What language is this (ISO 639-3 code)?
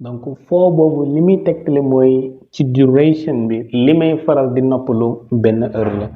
wol